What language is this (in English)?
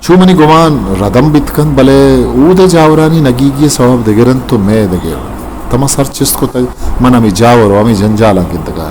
Eastern Balochi